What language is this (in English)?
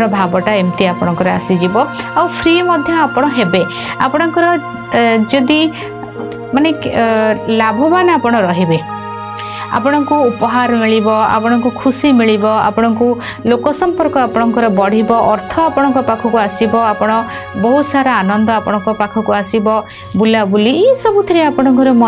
Odia